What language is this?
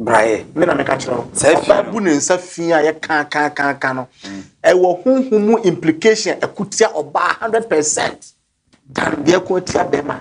Akan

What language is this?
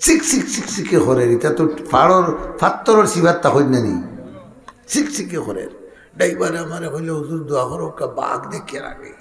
Sylheti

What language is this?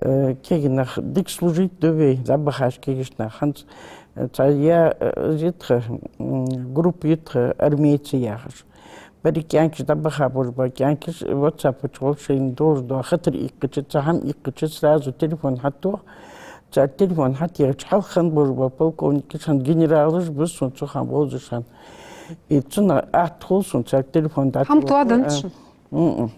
Ingush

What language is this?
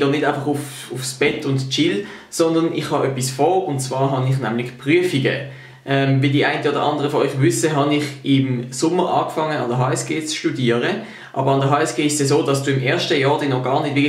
Swiss German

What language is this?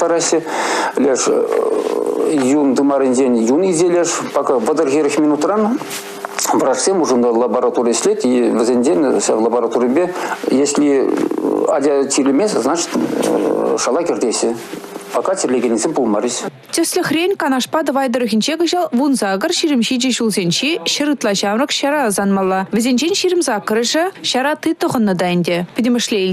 Chuvash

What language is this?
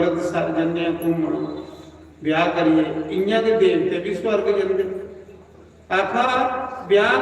Dogri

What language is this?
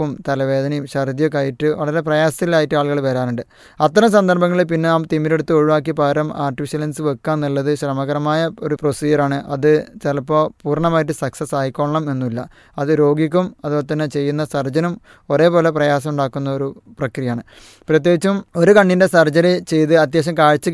Malayalam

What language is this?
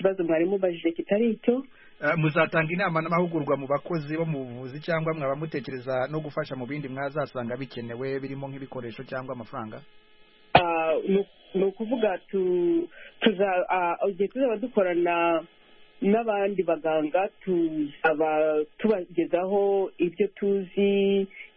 Kinyarwanda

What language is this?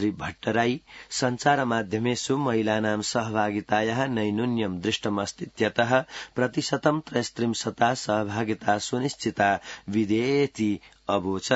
Sanskrit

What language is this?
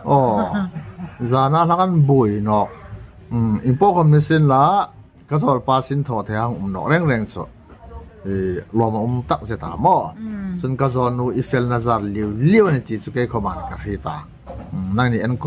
Hmar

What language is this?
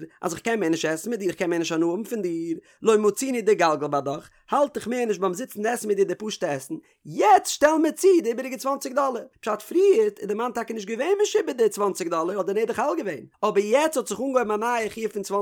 Yiddish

